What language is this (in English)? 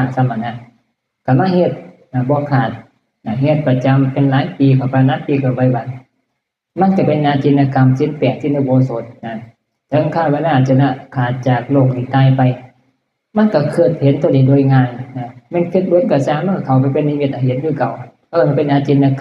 Northeastern Thai